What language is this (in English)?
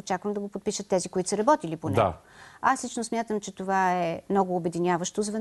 Bulgarian